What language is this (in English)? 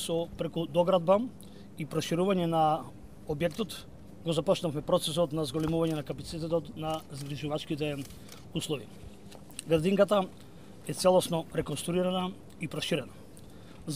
Macedonian